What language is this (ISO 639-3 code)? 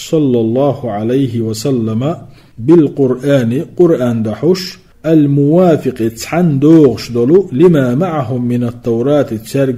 che